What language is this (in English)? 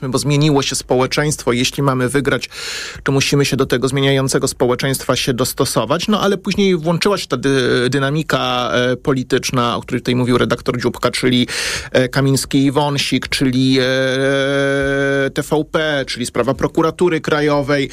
Polish